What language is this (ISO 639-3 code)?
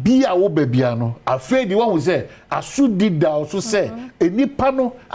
aka